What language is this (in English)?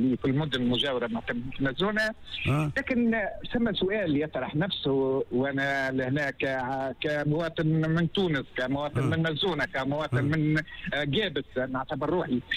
Tunisian Arabic